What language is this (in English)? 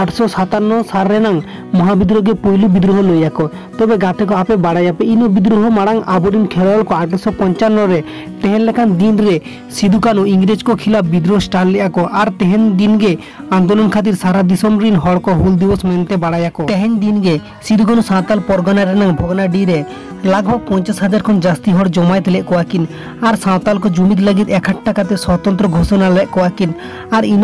Santali